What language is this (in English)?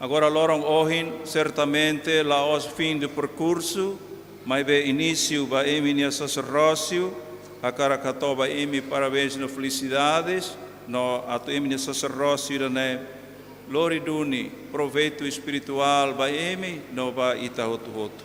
Tetum